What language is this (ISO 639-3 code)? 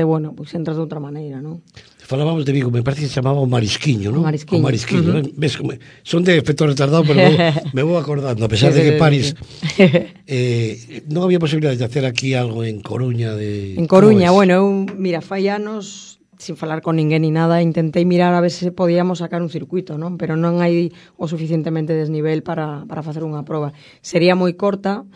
glg